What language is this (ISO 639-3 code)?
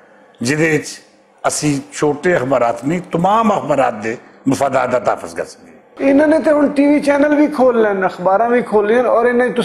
lah